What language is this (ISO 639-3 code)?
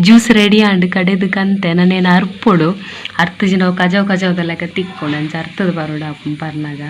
tcy